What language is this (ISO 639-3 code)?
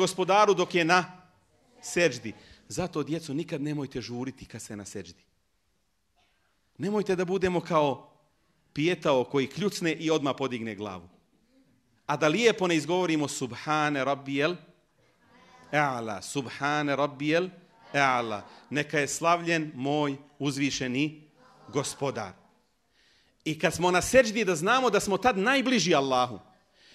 bos